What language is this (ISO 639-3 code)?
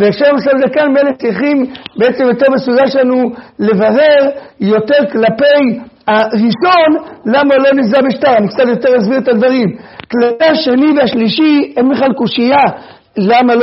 heb